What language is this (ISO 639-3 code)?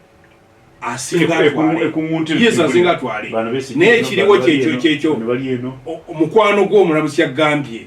lug